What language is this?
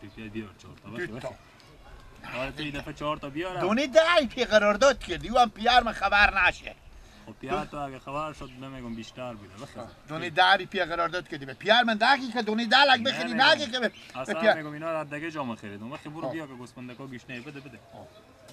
Persian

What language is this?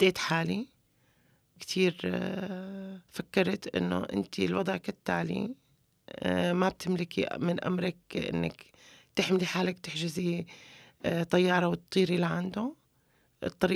North Levantine Arabic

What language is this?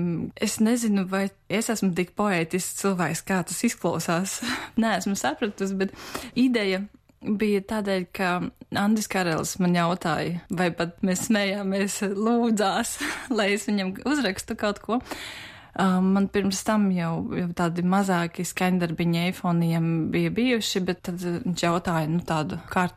Latvian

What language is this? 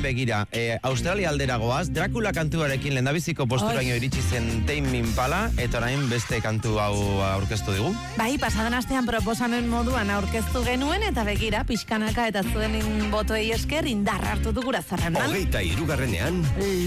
Basque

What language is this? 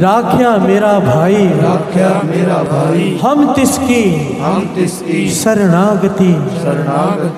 Hindi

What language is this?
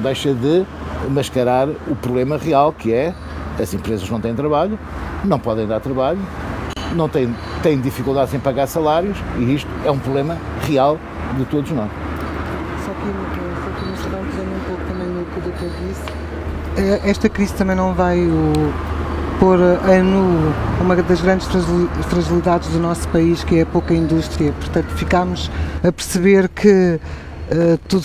Portuguese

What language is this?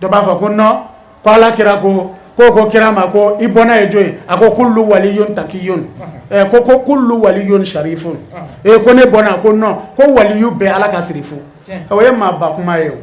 Bambara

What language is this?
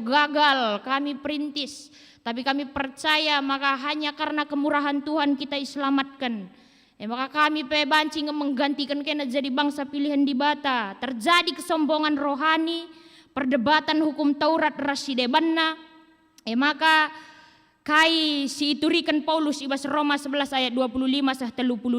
Batak Karo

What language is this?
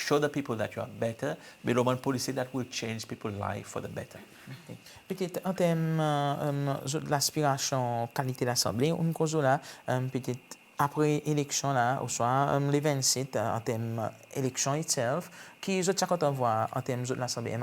Seselwa Creole French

